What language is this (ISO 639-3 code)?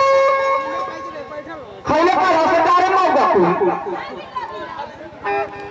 bho